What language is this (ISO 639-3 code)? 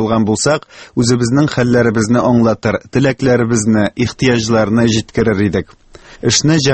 tat